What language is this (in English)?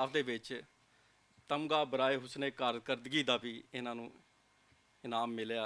Western Panjabi